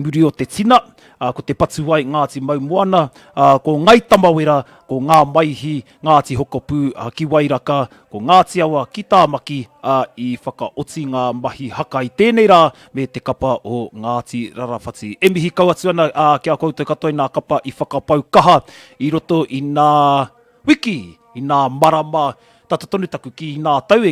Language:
Māori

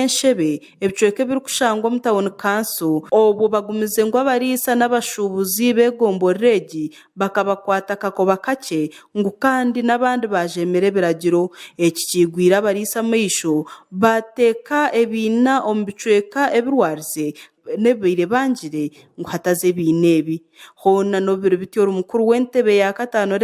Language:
Nyankole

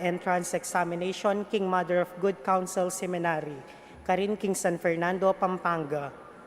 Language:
Pampanga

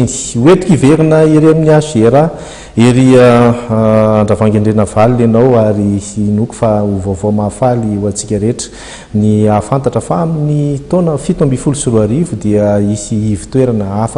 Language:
Malagasy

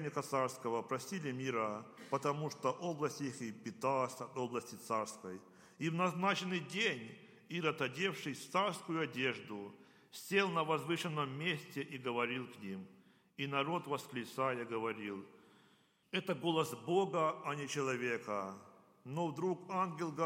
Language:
Russian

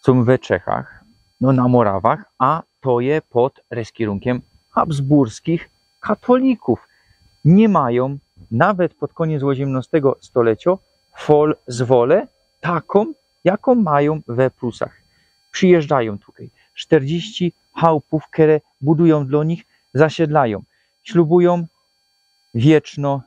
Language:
Silesian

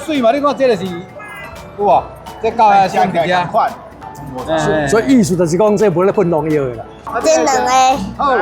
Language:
Min Nan Chinese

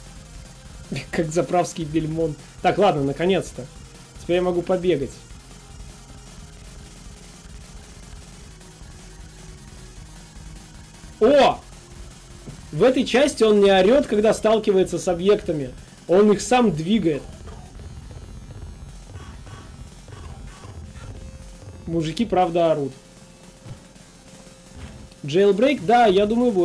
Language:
Russian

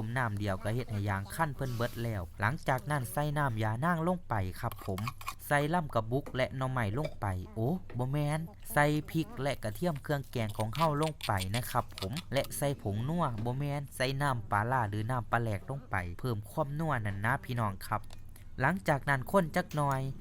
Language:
Lao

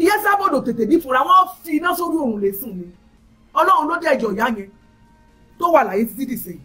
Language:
Yoruba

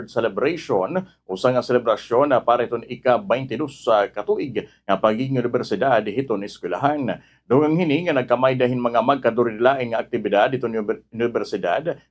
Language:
Waray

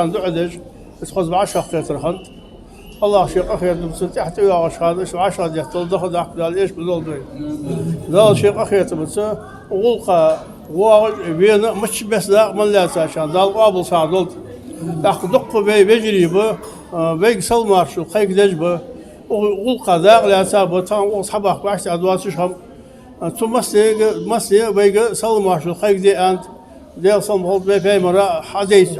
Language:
Ingush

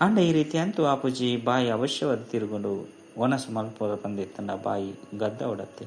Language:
Tulu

